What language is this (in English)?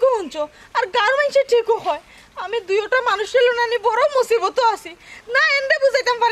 Sylheti